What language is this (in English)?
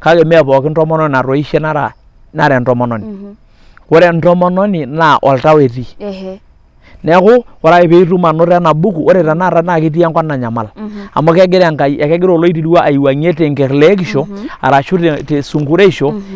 Masai